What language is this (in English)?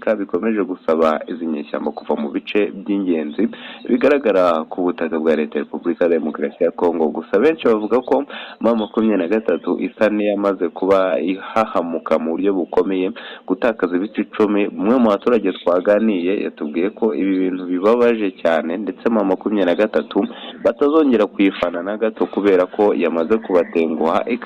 Kinyarwanda